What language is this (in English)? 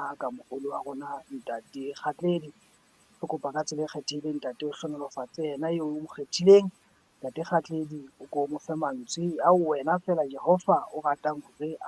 Southern Sotho